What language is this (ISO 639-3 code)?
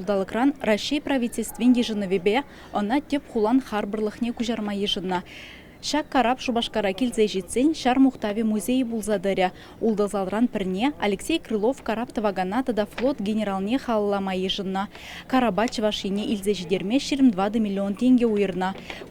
chv